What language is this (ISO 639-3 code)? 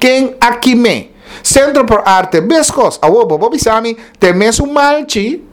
pap